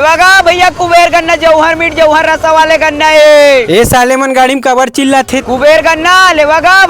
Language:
Chhattisgarhi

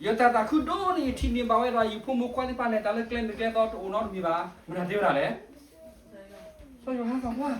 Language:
S'gaw Karen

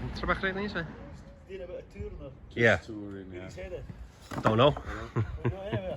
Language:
Welsh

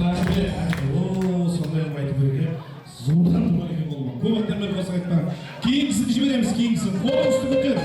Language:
Kara-Kalpak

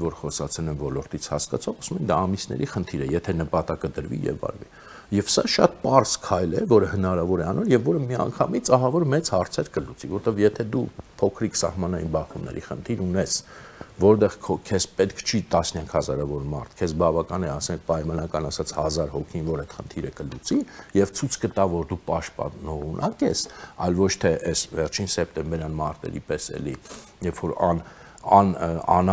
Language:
Armenian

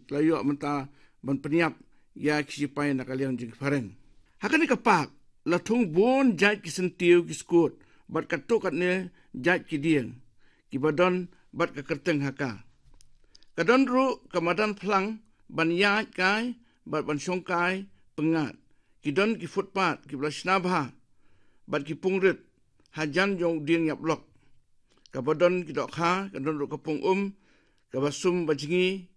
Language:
Khasi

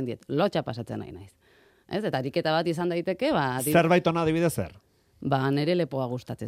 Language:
Basque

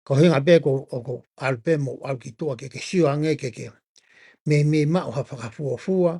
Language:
Tongan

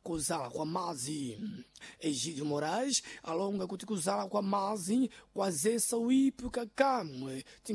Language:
Sena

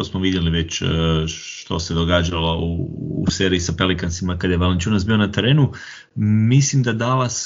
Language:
Croatian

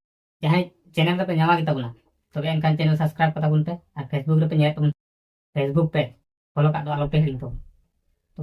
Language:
Santali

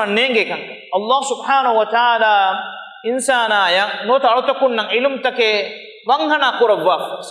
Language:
Divehi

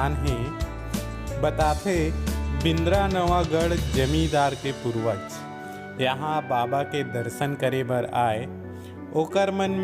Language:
Chhattisgarhi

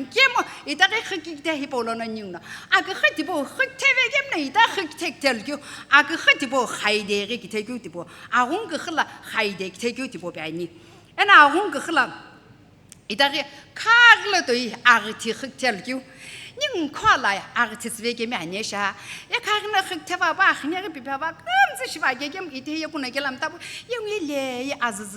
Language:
Sumi Naga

